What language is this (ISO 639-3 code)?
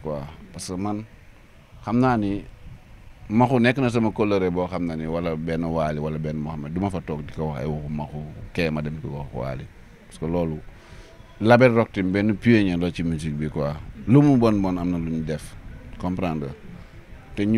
wol